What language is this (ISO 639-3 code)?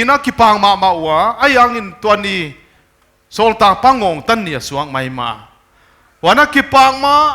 pck